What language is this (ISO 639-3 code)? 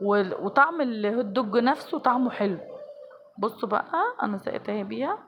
arz